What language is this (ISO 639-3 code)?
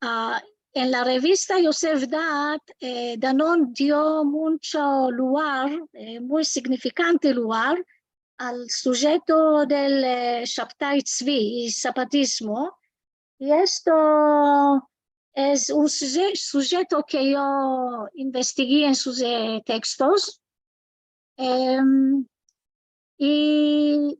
lad